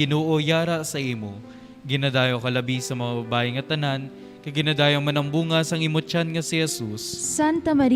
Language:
Hiligaynon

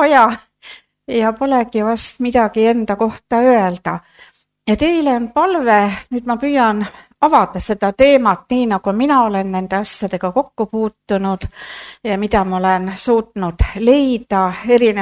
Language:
Estonian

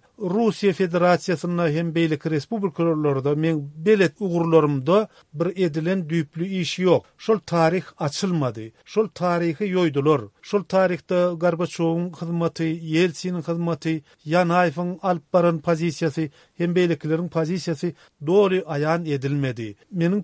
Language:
Turkmen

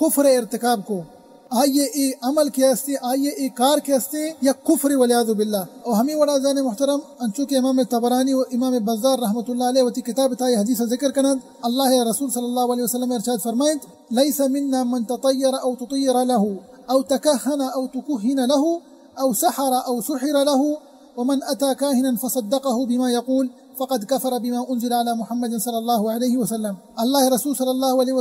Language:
Baluchi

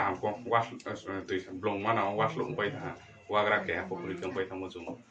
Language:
Riang (India)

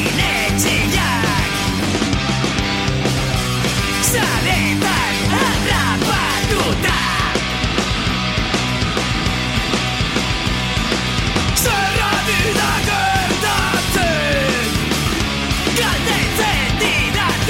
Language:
Basque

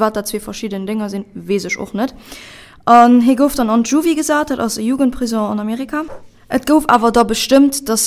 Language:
Luxembourgish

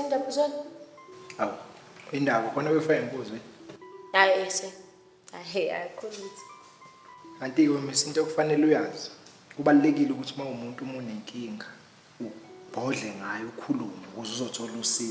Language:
Zulu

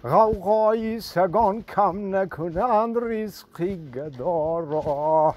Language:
Tajik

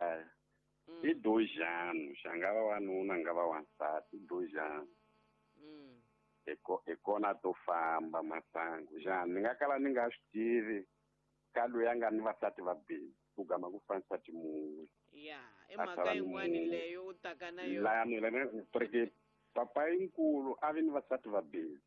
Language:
Tsonga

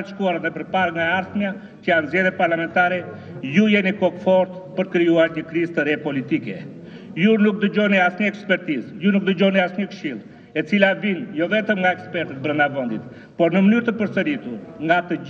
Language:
Albanian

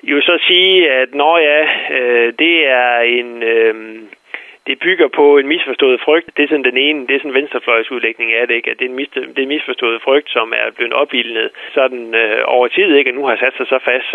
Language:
Danish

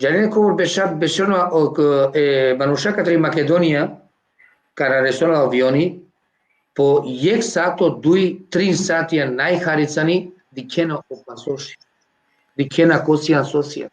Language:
Balkan Romani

